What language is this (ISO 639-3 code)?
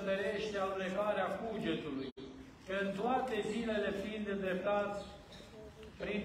ron